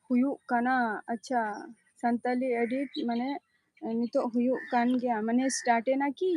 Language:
Santali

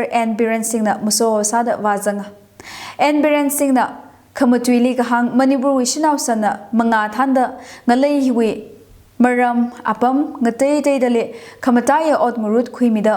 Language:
Tangkhul Naga (India)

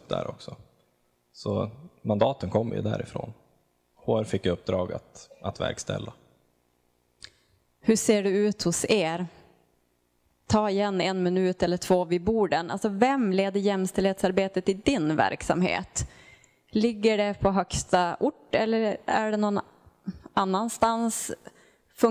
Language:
Swedish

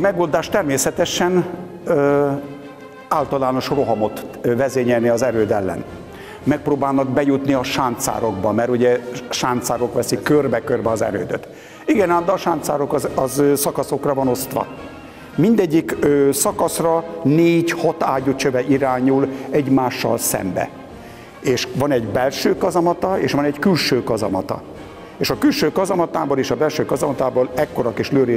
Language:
Hungarian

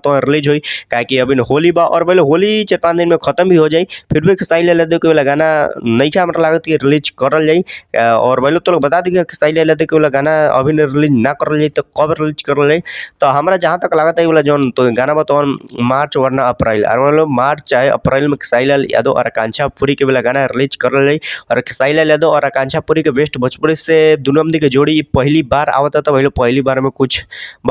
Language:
Bhojpuri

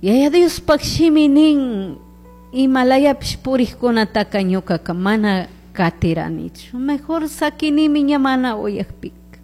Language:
Chimborazo Highland Quichua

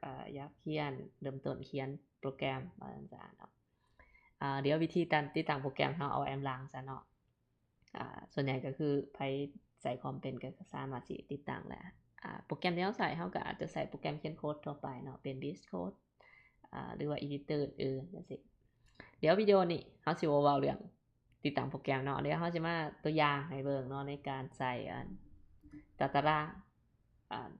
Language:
Lao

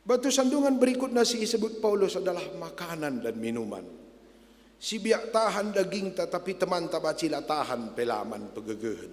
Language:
Batak Karo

